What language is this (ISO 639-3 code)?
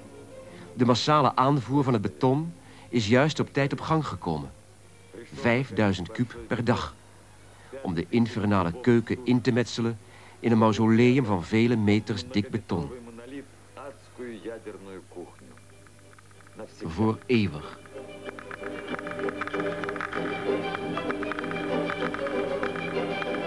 nld